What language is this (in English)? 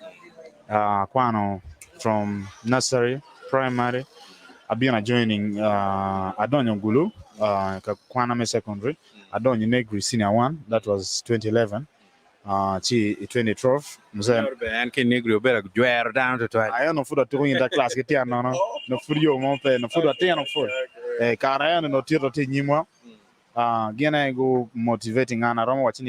Acoli